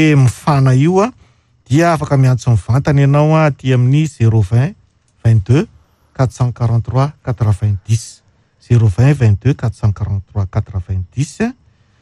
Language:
Malagasy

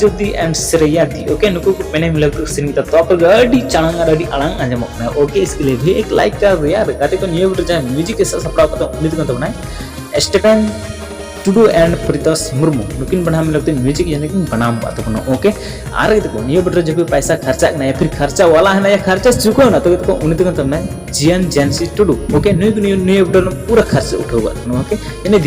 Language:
Santali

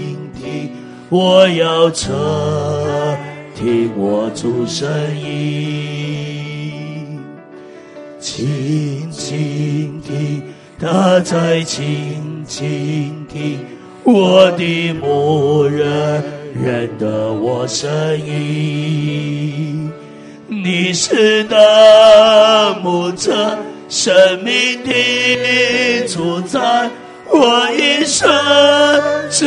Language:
Chinese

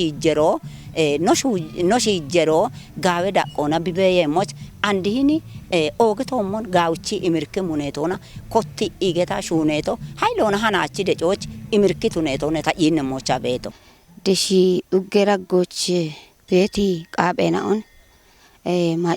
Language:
Kafa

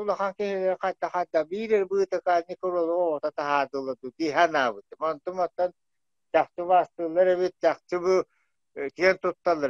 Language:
Yakut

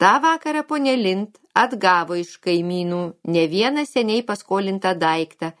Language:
Lithuanian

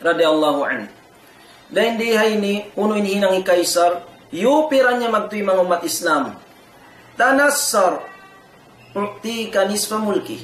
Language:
Tausug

